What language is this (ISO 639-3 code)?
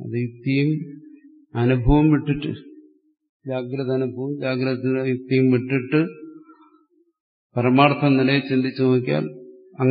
mal